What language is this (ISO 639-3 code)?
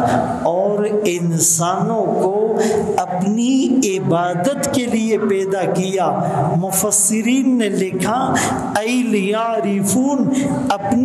urd